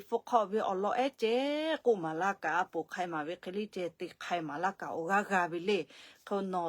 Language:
Lahu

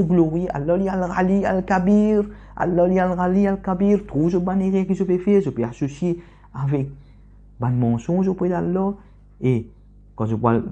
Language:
Morisyen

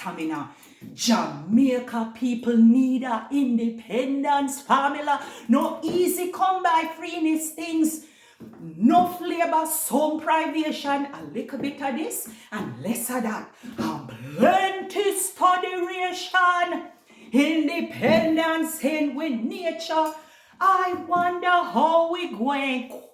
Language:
Jamaican Creole English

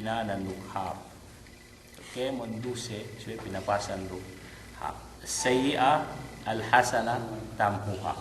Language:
Yakan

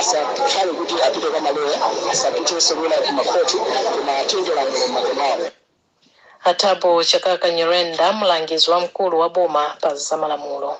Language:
Nyanja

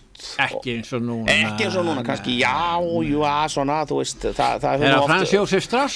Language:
Icelandic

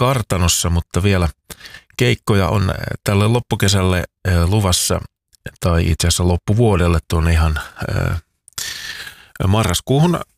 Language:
Finnish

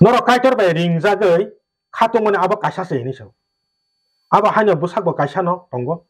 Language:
Kok Borok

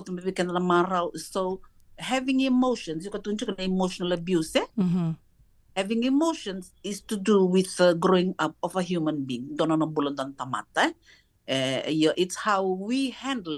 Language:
Fijian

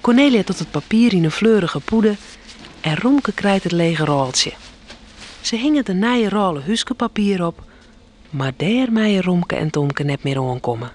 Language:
Western Frisian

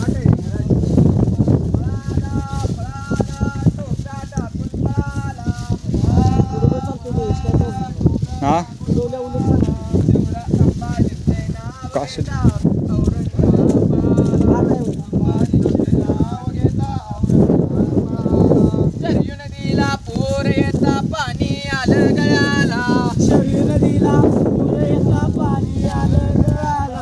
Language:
Marathi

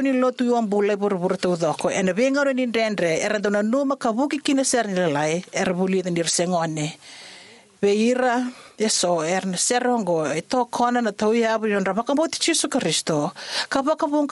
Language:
Fijian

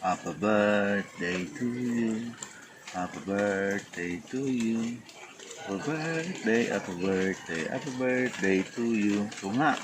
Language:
Bikol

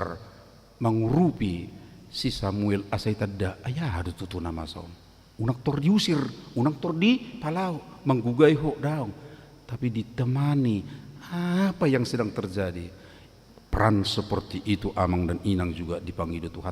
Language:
Batak Toba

